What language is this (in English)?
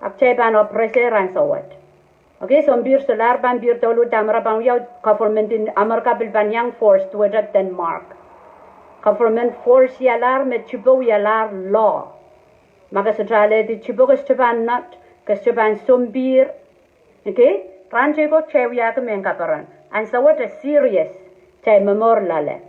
Pohnpeian